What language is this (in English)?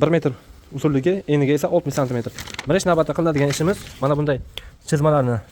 Uzbek